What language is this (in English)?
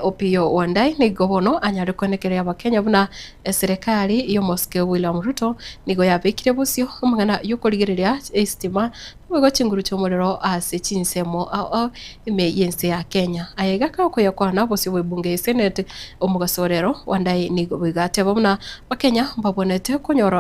Gusii